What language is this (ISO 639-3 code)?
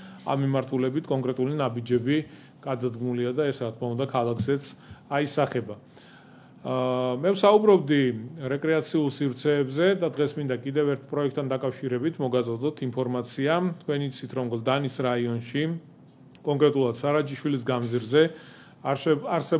kat